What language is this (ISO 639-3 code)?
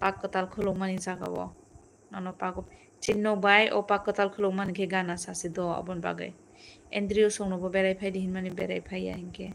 trp